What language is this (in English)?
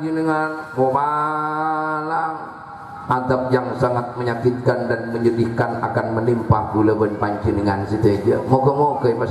Madurese